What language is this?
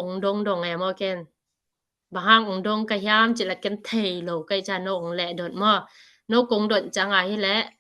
Tedim Chin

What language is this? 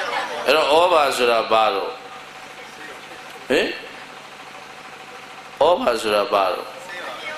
Burmese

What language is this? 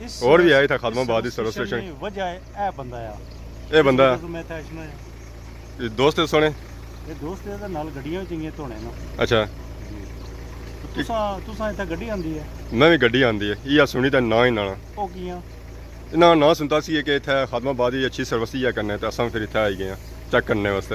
Pahari-Potwari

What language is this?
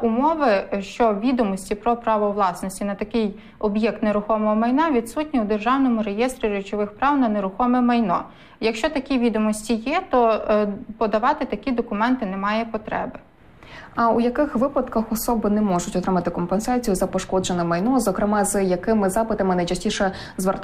Ukrainian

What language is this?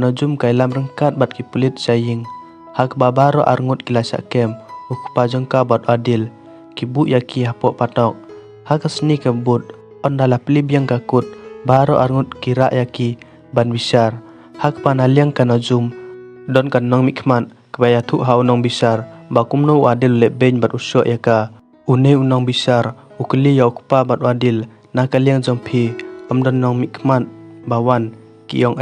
Khasi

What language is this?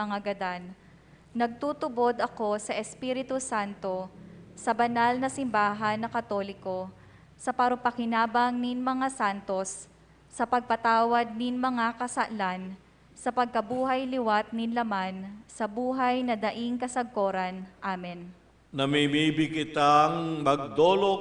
Bikol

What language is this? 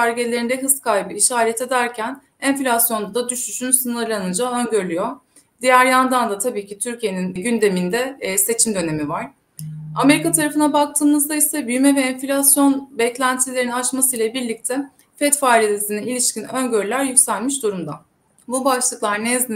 Turkish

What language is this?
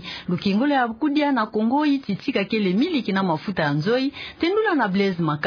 Kituba (Democratic Republic of Congo)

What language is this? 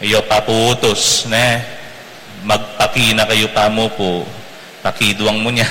Pampanga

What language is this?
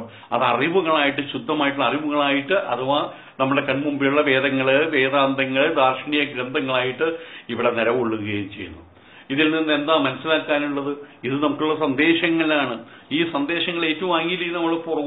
Malayalam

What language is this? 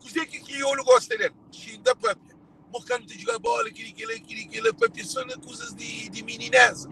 Kabuverdianu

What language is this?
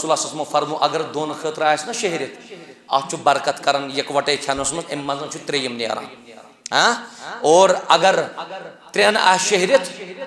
Kashmiri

